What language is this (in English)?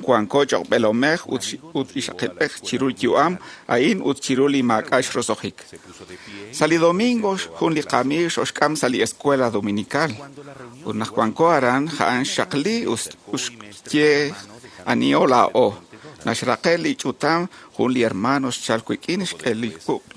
Kekchí